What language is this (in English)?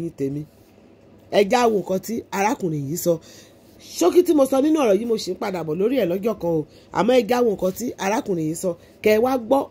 Yoruba